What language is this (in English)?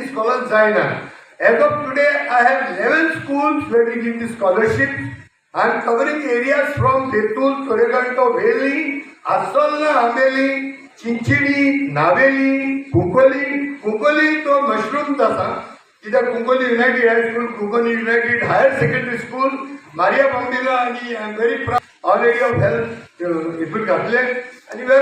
Konkani